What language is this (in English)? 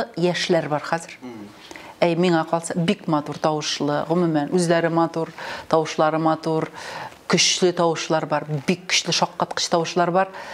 Tatar